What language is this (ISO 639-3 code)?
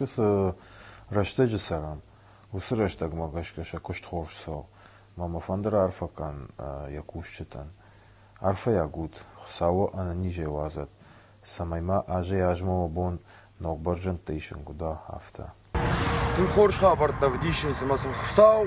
oss